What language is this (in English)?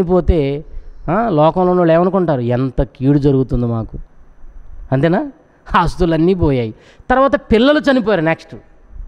Telugu